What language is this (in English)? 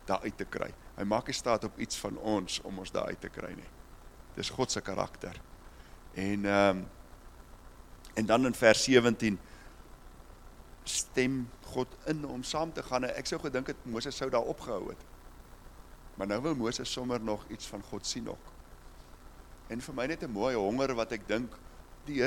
Afrikaans